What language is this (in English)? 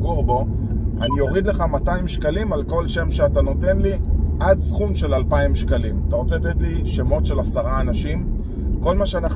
Hebrew